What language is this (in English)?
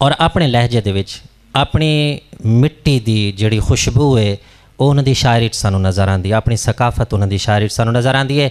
Saraiki